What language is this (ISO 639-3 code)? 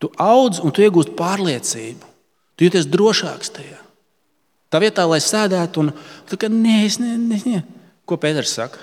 lav